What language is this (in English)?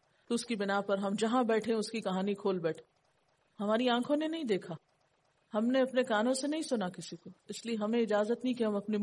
Urdu